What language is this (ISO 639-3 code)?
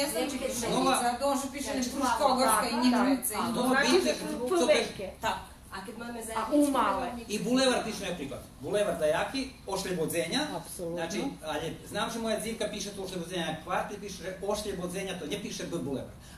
rue